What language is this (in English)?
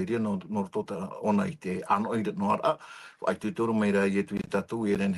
Tahitian